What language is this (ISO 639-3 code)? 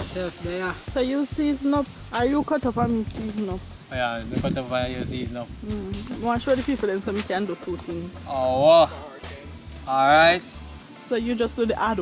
jam